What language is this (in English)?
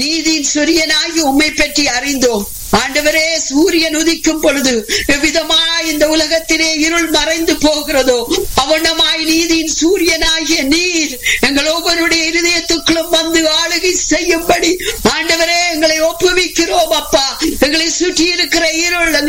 Tamil